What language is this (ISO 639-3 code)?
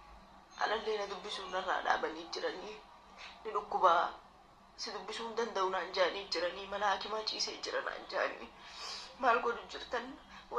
orm